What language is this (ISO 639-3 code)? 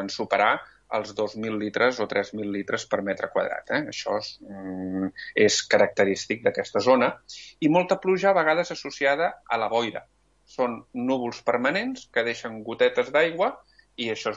cat